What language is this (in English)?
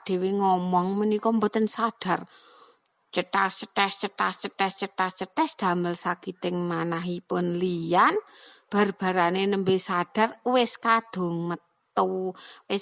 Javanese